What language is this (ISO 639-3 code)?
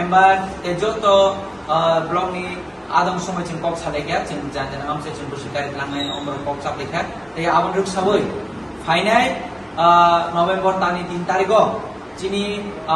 trp